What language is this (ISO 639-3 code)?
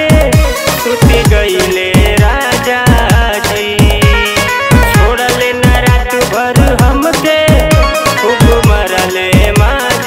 bho